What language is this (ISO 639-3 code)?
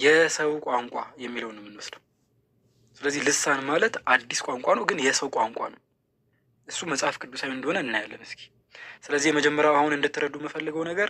amh